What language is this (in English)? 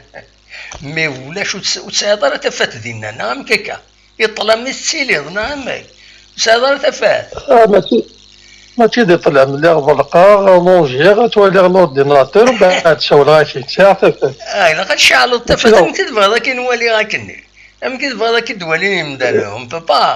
Kabyle